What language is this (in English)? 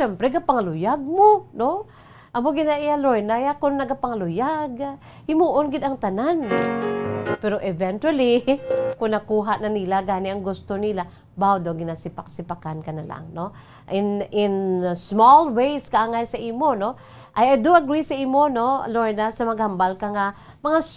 Hiligaynon